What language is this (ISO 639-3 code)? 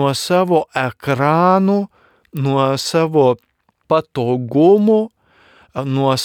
lit